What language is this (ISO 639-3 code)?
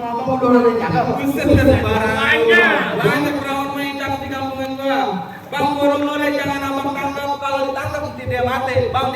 bew